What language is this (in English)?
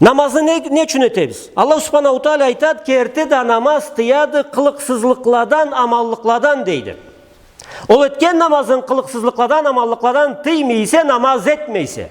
Karachay-Balkar